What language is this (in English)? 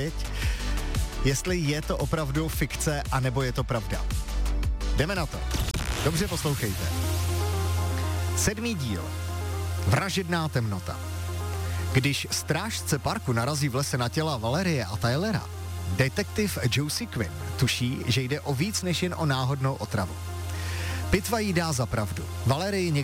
Czech